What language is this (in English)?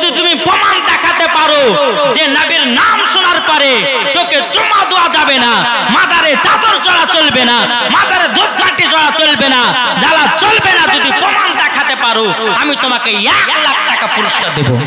Bangla